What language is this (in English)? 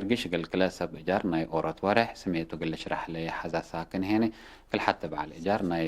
Tigre